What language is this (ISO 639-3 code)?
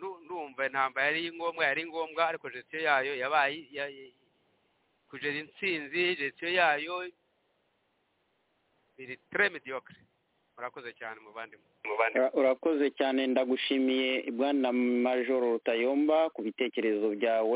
kin